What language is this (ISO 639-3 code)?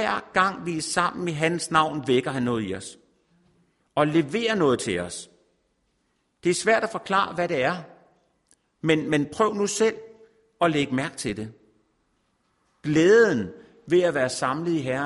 dan